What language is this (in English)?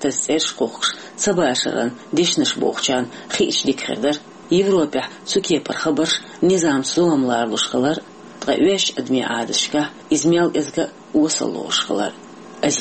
Chechen